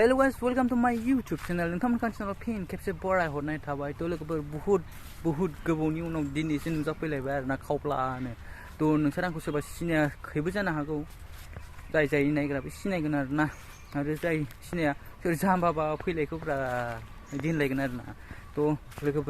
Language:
Bodo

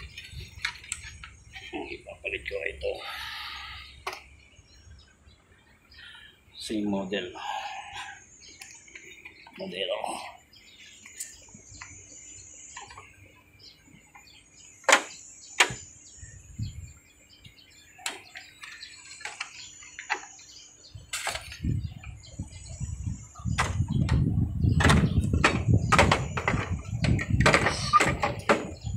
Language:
Filipino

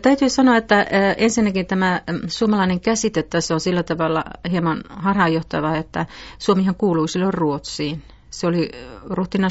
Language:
Finnish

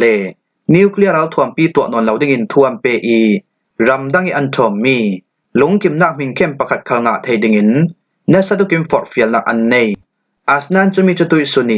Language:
Falam Chin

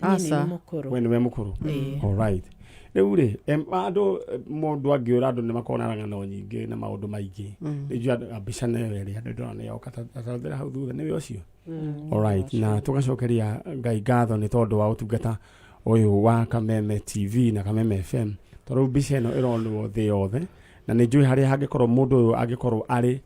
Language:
Kikuyu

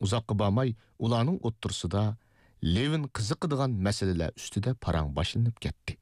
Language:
Uyghur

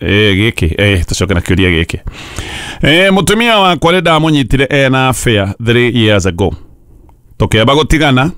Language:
Kikuyu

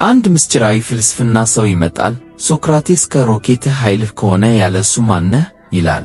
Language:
Amharic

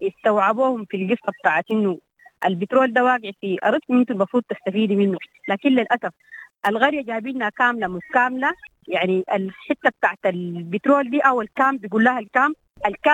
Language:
Sudanese Arabic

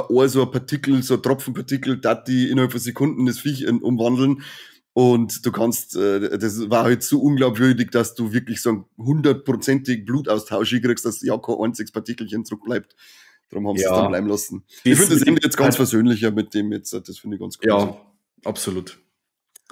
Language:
Bavarian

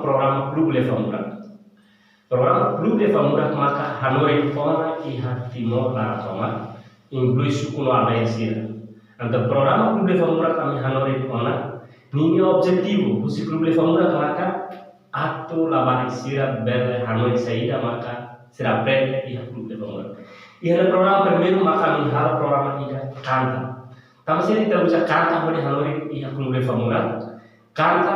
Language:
Tetum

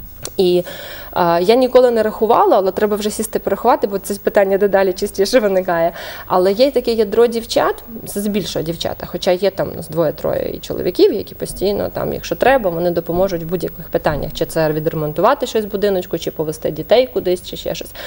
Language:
Ukrainian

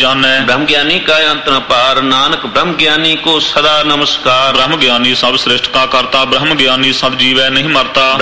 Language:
Punjabi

